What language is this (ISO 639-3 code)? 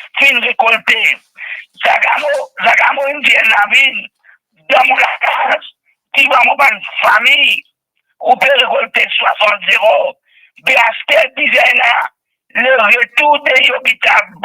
mfe